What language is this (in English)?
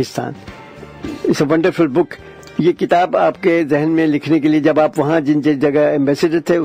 Urdu